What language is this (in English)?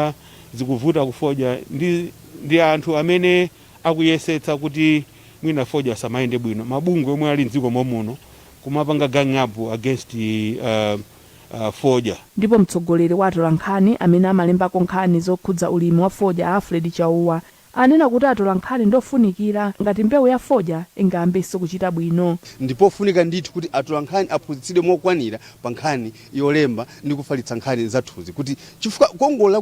Nyanja